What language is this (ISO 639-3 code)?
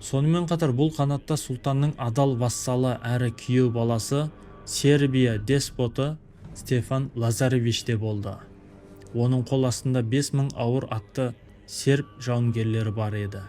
kaz